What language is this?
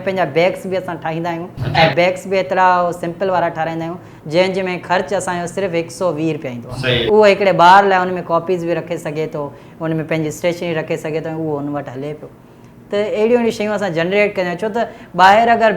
Sindhi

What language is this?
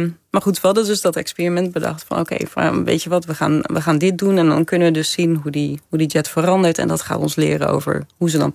Dutch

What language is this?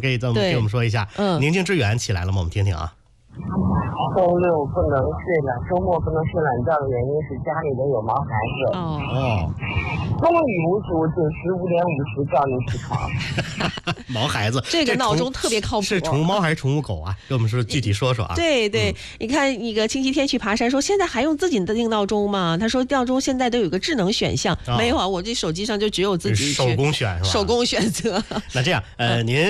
Chinese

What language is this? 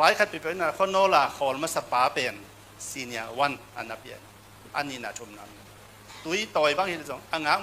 Tedim Chin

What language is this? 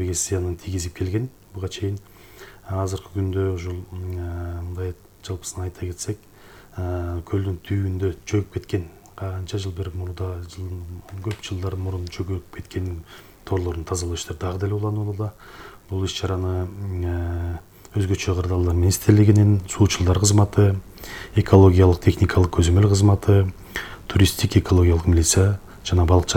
Kyrgyz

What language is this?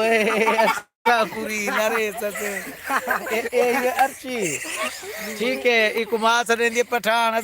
Saraiki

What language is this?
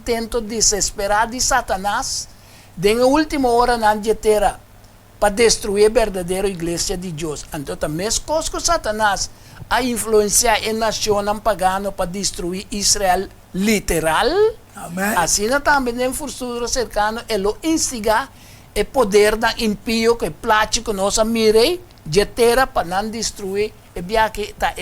Papiamento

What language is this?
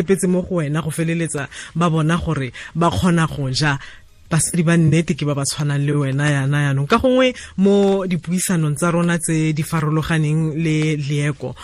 Tswana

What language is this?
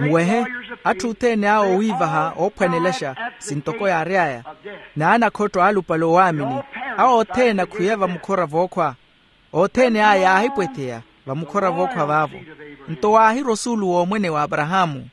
Makhuwa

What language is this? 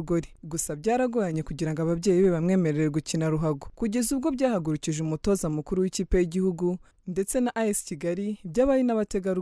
Kinyarwanda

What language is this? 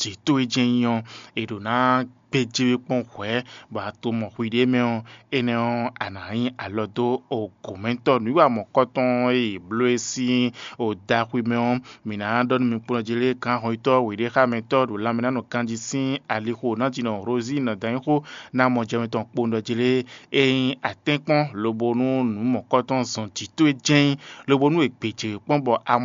Fon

